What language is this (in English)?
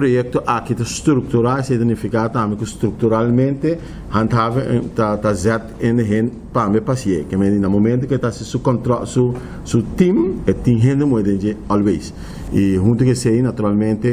Papiamento